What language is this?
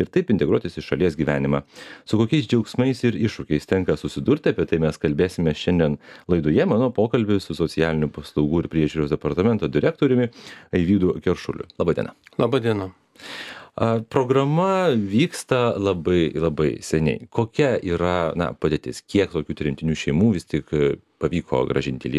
Lithuanian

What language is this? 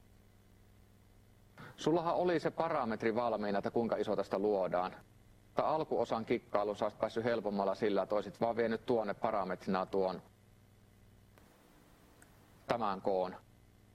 Finnish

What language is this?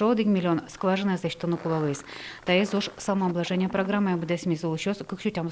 Udmurt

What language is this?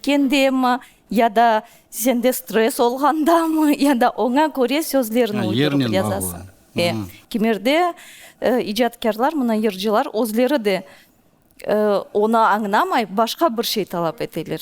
Crimean Tatar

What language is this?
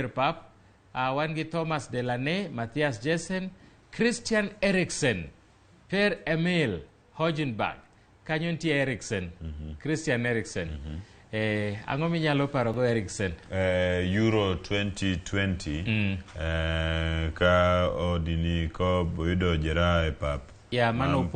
Luo (Kenya and Tanzania)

